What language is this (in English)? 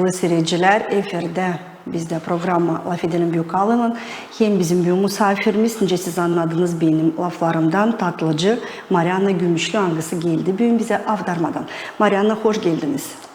Gagauz